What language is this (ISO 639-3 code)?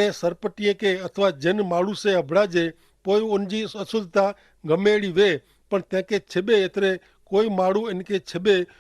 kfr